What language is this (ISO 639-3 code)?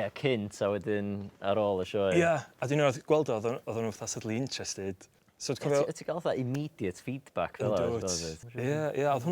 cym